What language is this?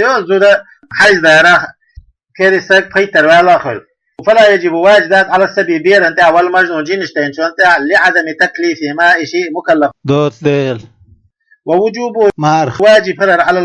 Chechen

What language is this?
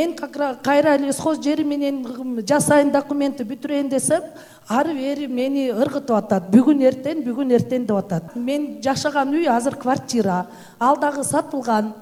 Kyrgyz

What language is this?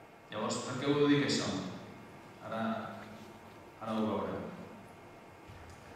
Catalan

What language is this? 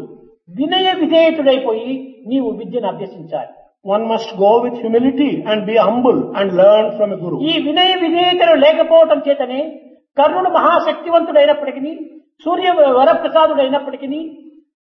Telugu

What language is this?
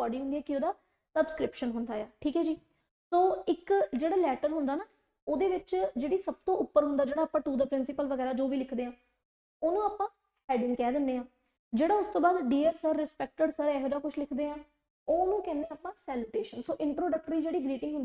Punjabi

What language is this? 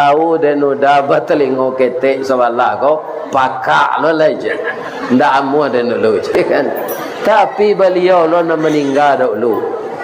Minangkabau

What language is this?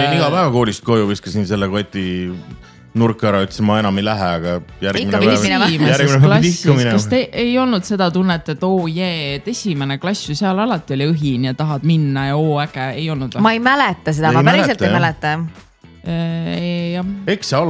Estonian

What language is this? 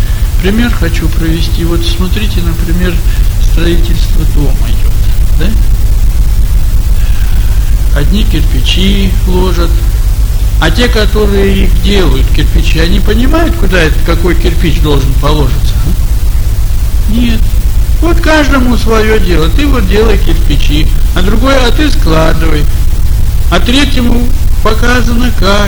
Russian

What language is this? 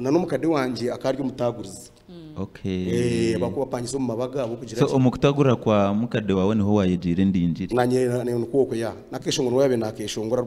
Nyankole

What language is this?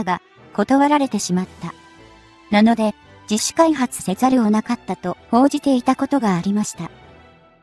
Japanese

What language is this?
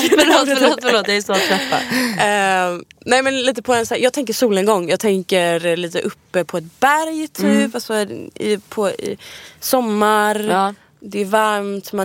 Swedish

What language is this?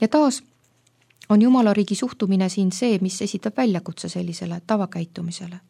Estonian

